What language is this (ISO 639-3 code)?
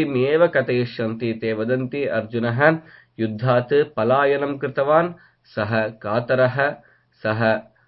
san